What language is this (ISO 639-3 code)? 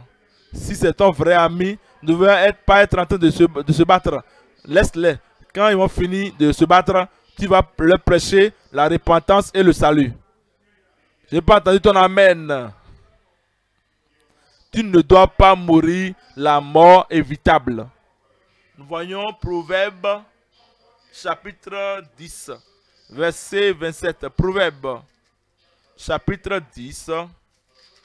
fra